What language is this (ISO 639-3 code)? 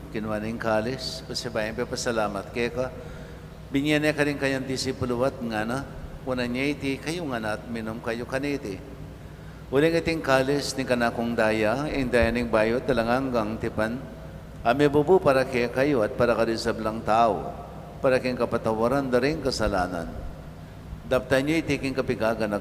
pam